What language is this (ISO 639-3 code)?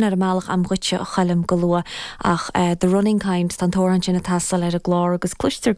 gle